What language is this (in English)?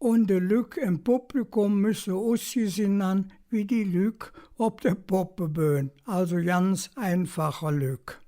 Colognian